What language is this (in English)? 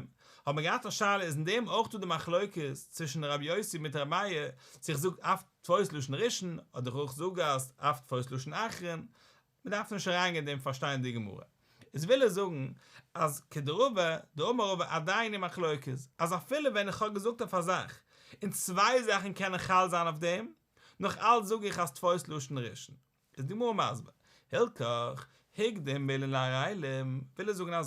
Yiddish